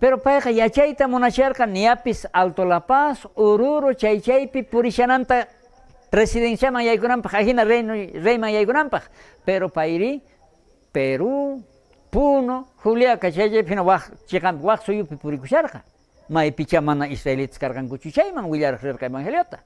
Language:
South Bolivian Quechua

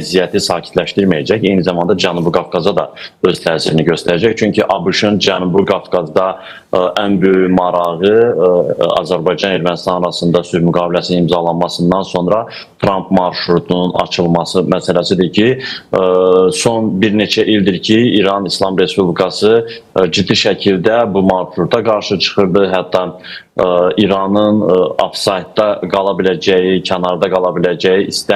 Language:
Azerbaijani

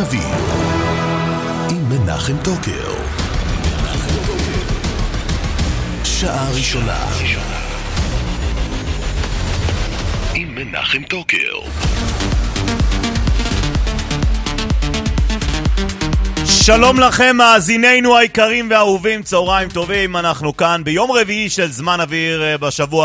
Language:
Hebrew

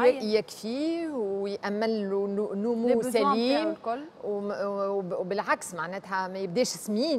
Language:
Tunisian Arabic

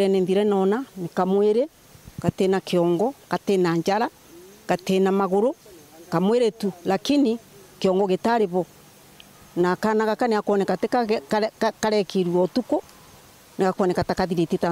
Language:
Meru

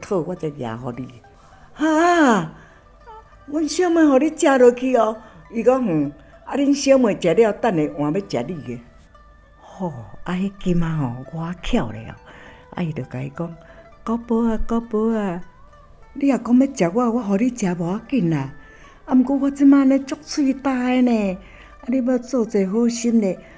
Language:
Min Nan Chinese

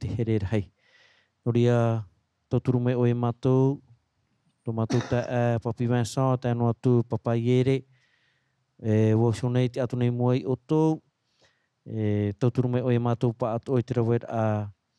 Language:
Tahitian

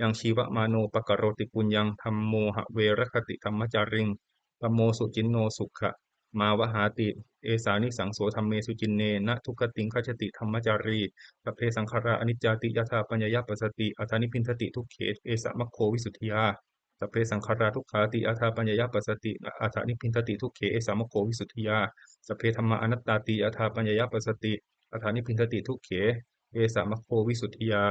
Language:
Pali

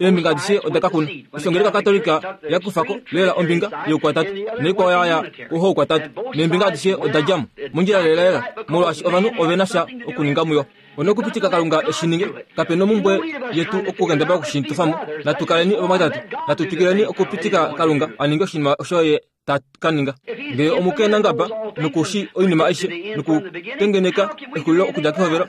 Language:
Kuanyama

